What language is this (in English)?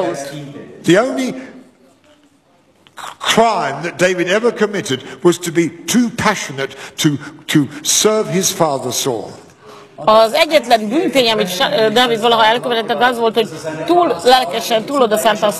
Hungarian